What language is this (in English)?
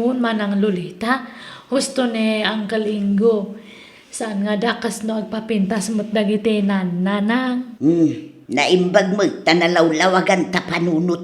Iloko